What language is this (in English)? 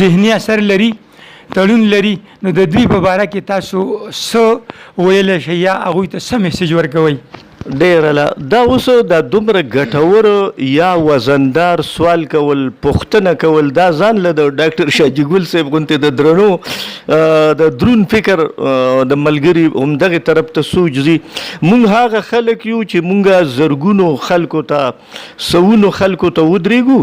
Pashto